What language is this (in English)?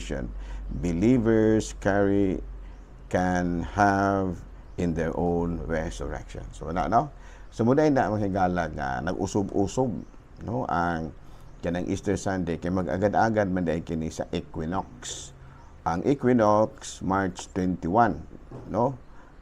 Cebuano